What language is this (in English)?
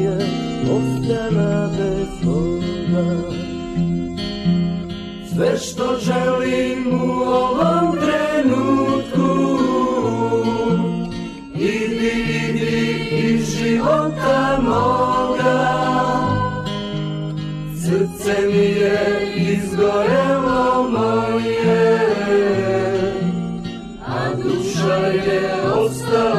Serbian